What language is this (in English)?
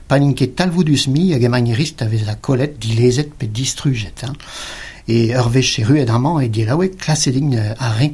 Breton